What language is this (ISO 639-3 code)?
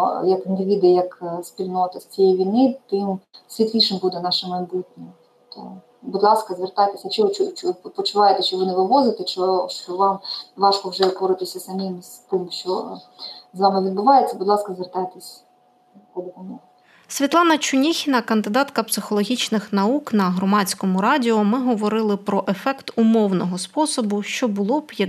ukr